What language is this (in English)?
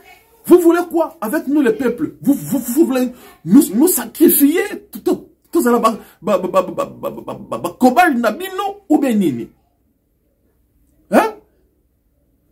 Lingala